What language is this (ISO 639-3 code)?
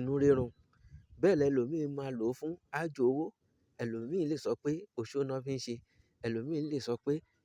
yor